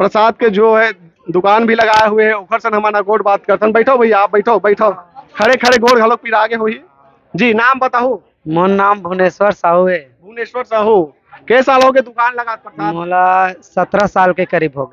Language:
Chhattisgarhi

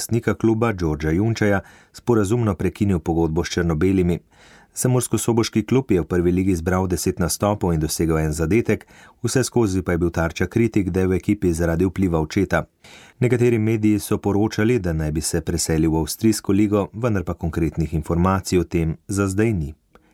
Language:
Slovenian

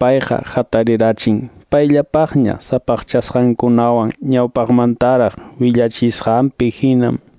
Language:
Quechua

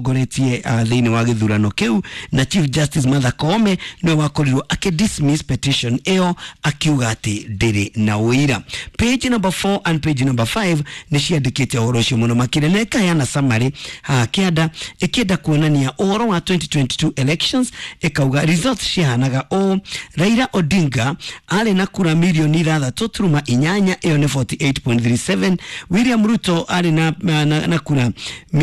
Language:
Kikuyu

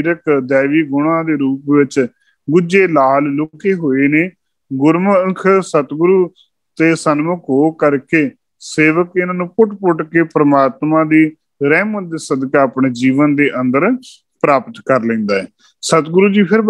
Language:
Punjabi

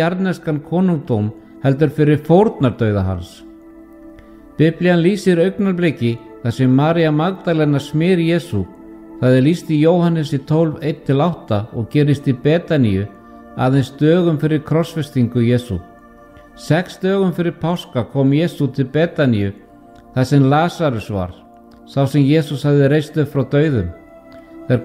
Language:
Icelandic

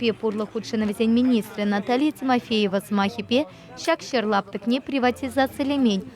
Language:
Chuvash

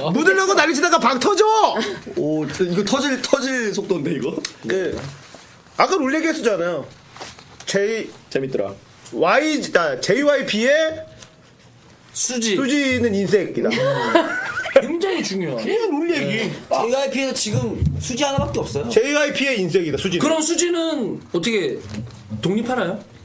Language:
Korean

